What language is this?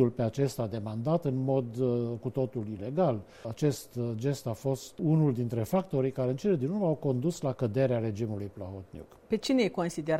Romanian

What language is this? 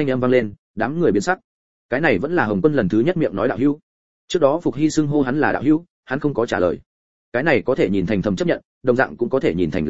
Vietnamese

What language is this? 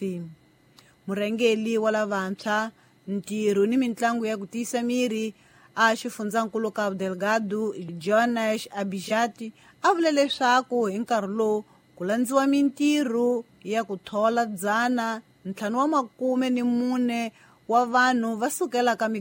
Tsonga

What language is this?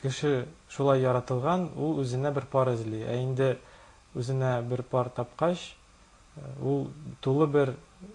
Tatar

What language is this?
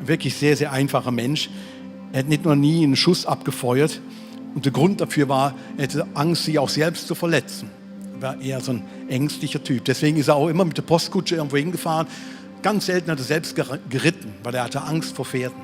Swiss German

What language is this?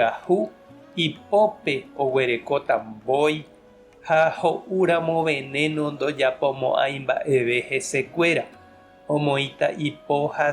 Guarani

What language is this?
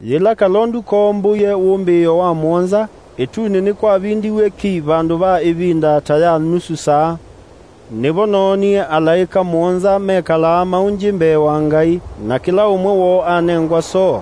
Kamba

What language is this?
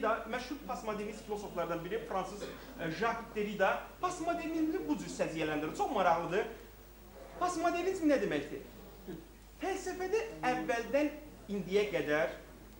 Azerbaijani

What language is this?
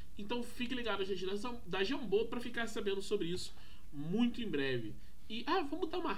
Portuguese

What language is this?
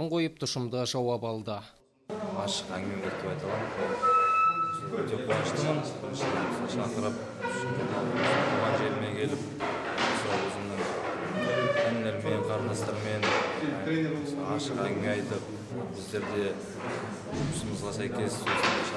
Kazakh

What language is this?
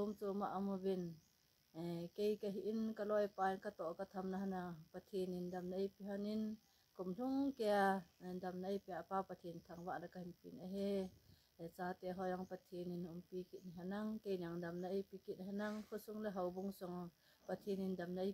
Thado Chin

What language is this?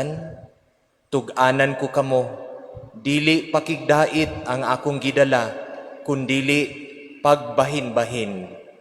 Cebuano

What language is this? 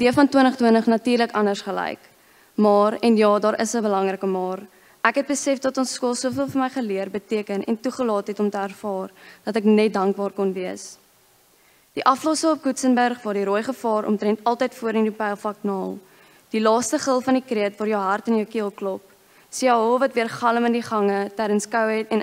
Afrikaans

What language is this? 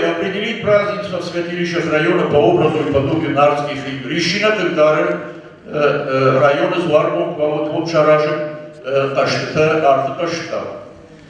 Ossetic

